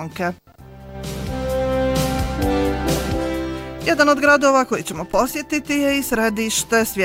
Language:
Bosnian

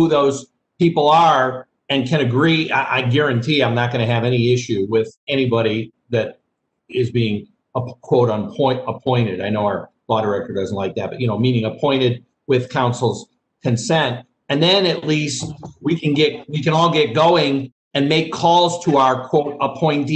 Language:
English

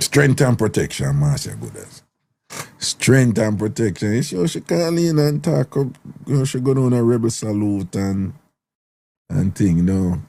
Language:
Jamaican Creole English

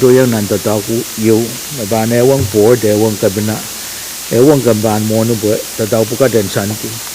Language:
Pohnpeian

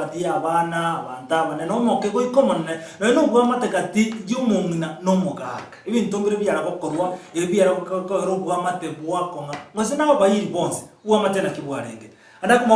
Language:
Gusii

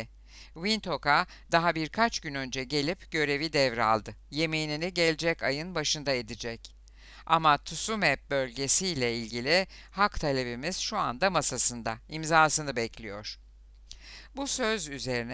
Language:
Turkish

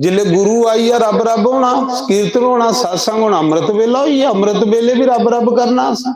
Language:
Dogri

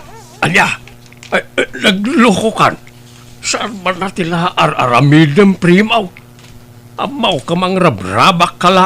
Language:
Iloko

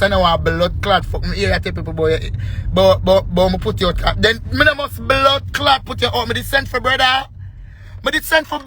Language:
Jamaican Creole English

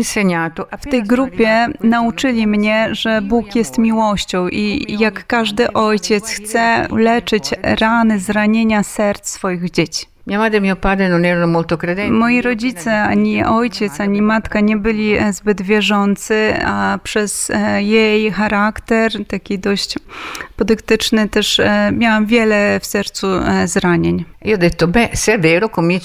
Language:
Polish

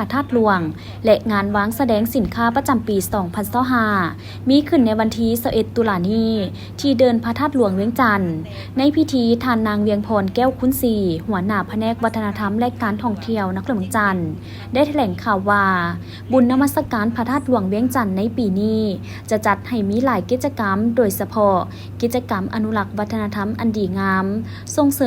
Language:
Lao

